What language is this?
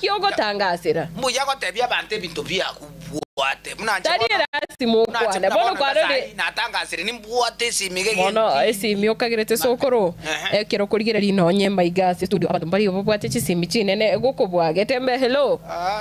Gusii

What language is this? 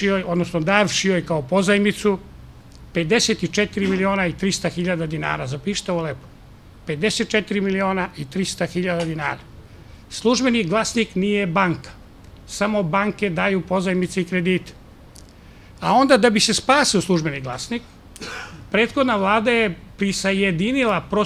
Serbian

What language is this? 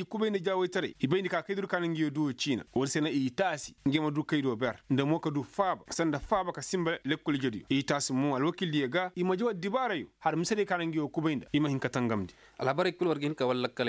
Koyraboro Senni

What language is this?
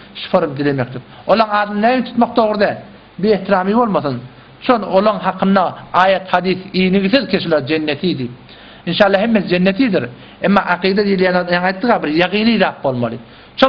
Turkmen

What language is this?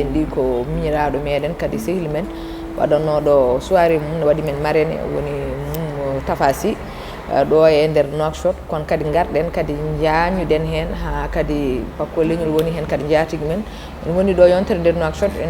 Fula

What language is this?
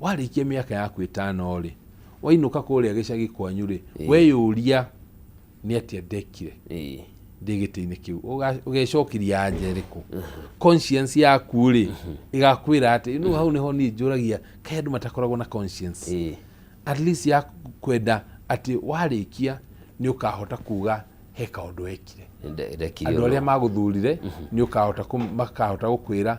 Kikuyu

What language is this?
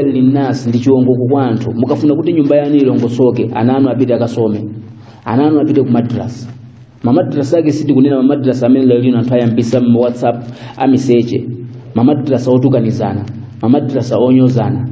Nyanja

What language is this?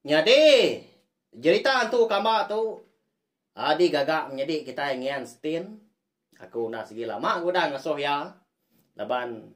Iban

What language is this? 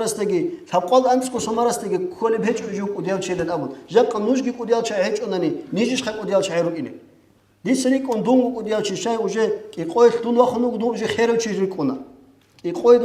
Avaric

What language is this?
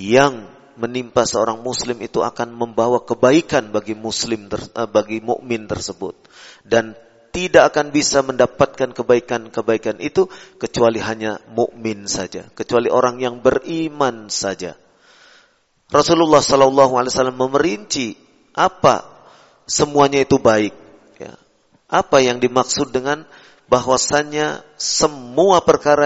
Indonesian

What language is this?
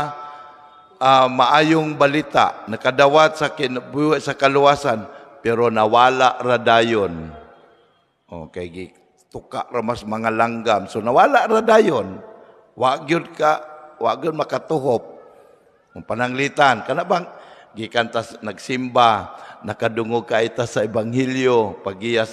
Cebuano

